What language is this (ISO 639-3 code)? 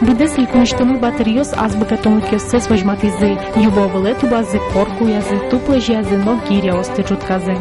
udm